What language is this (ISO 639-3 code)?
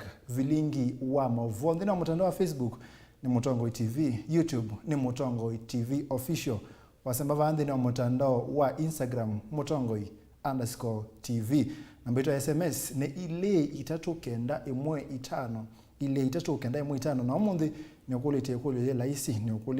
kam